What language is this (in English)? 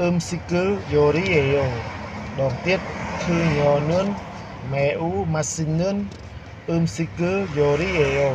Khmer